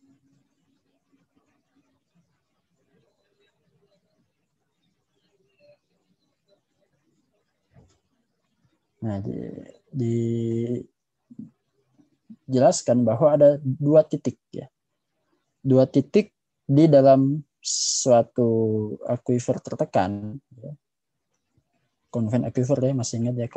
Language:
Indonesian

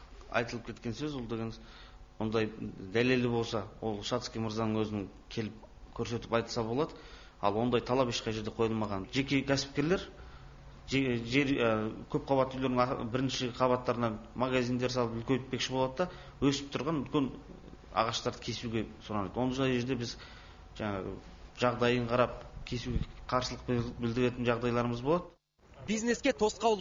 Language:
Kazakh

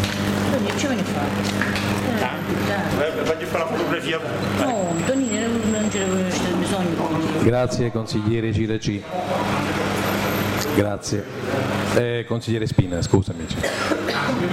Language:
Italian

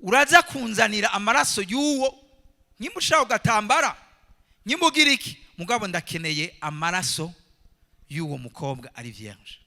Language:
Rundi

